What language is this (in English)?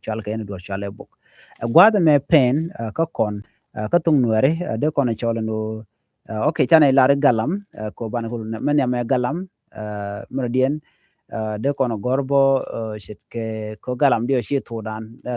Nuer